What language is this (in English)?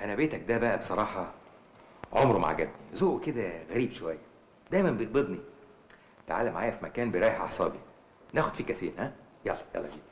Egyptian Arabic